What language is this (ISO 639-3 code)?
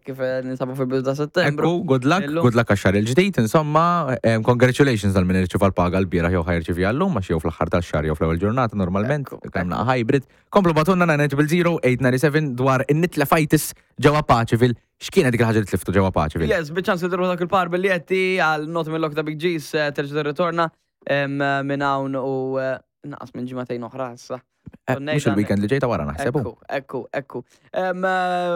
mlt